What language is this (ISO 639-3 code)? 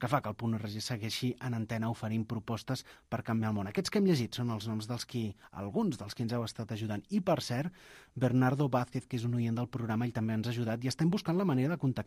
cat